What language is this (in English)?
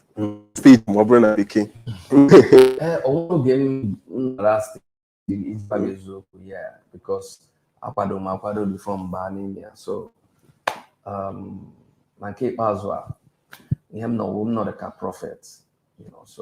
Igbo